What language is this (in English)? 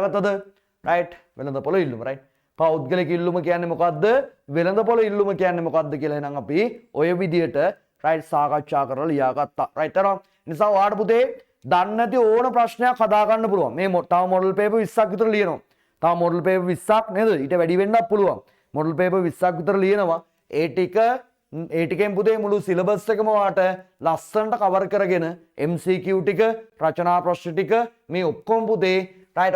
Sinhala